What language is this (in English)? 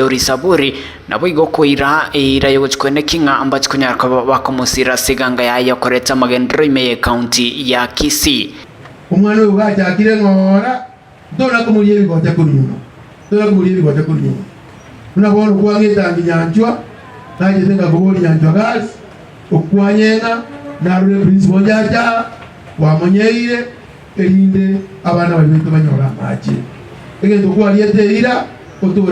Gusii